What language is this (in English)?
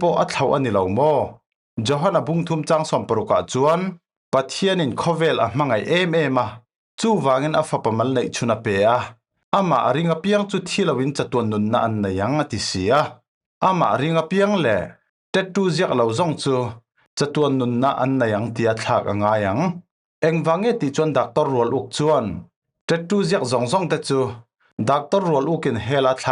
Falam Chin